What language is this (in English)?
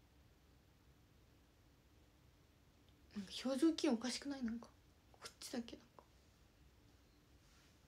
Japanese